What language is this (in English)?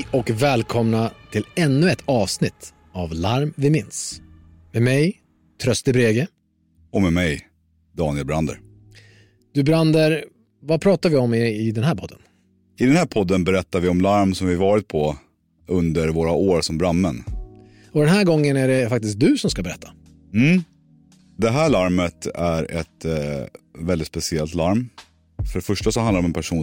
Swedish